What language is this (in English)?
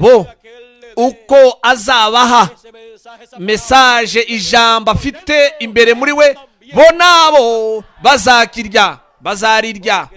Kinyarwanda